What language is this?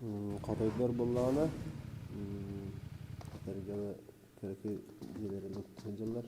Yakut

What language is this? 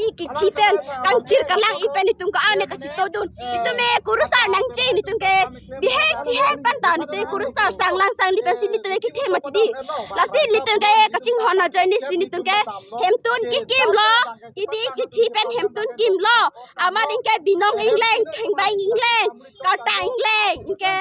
Karbi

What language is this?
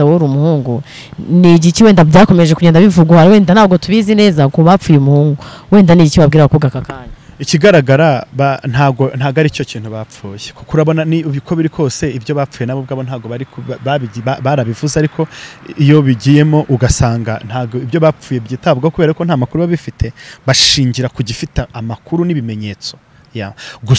Kinyarwanda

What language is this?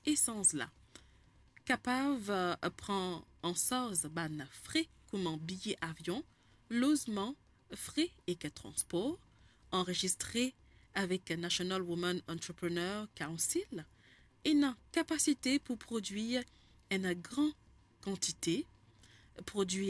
Morisyen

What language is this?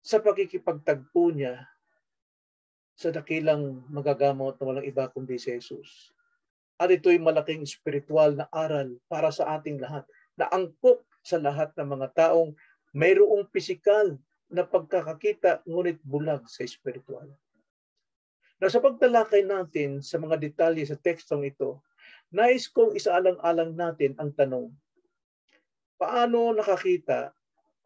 Filipino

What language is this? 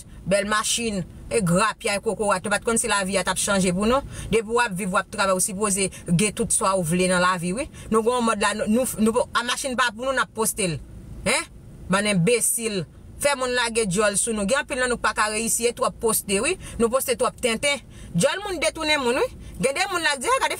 Haitian Creole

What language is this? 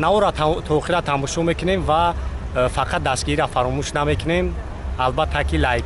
Tajik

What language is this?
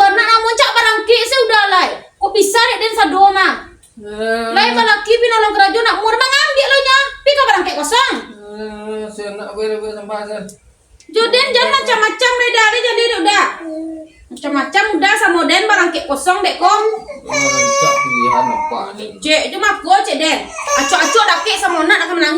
Minangkabau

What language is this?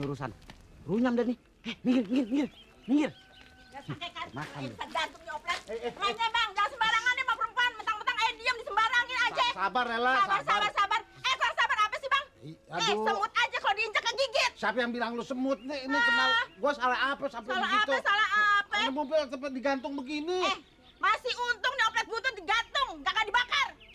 Betawi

